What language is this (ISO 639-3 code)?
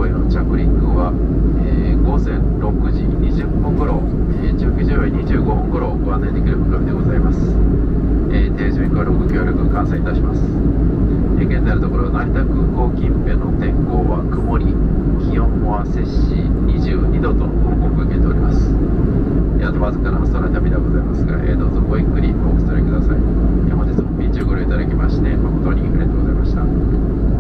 jpn